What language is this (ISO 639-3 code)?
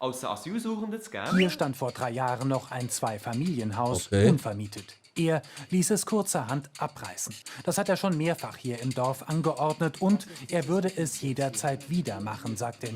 gsw